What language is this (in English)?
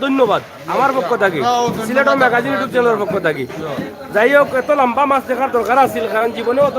Sylheti